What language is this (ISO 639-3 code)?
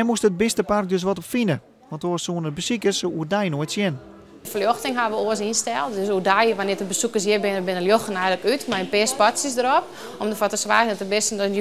fry